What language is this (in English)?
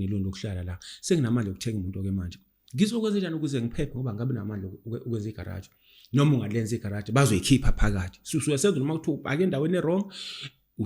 Zulu